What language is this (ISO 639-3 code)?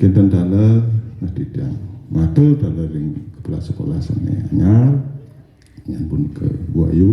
ban